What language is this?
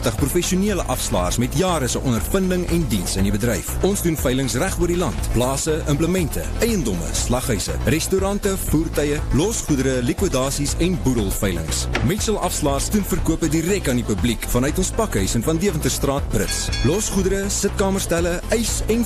Afrikaans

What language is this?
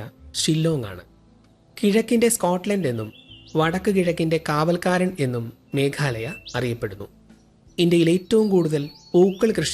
Malayalam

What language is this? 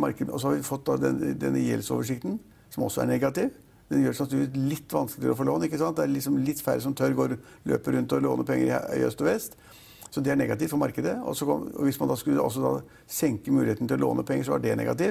Norwegian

